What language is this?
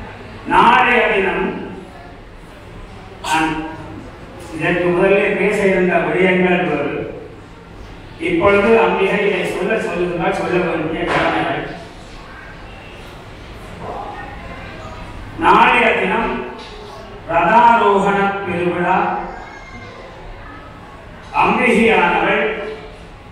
Tamil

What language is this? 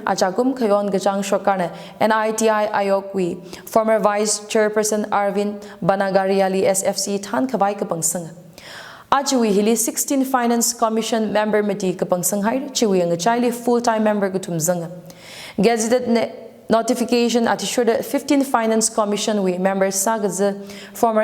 Tangkhul Naga (India)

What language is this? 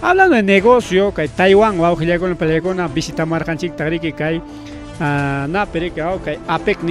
Ayacucho Quechua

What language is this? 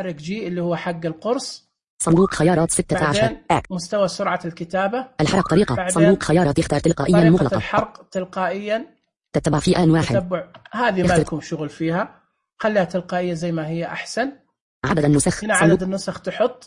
Najdi Arabic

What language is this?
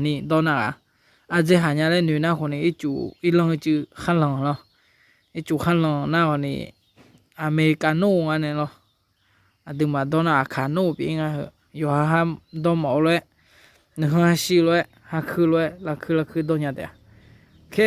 Akha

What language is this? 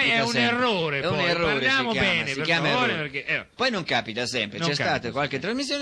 Italian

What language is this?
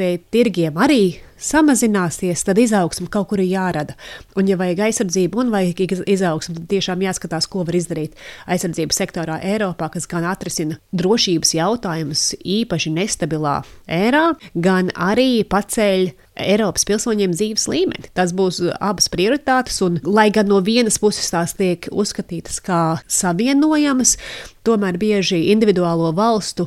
Latvian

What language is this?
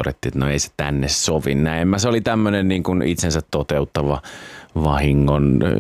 Finnish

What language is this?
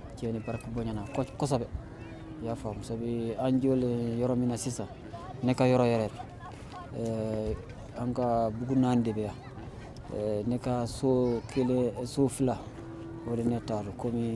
Bambara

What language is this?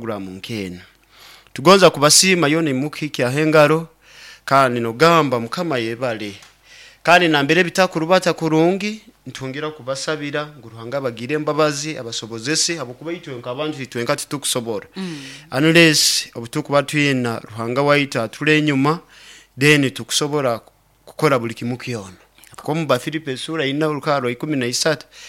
Nyoro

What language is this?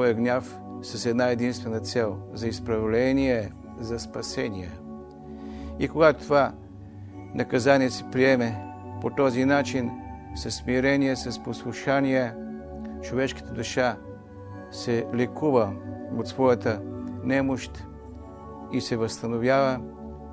Bulgarian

